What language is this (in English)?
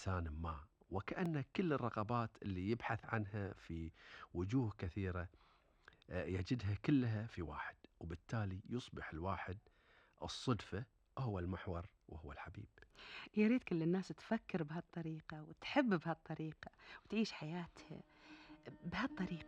Gulf Arabic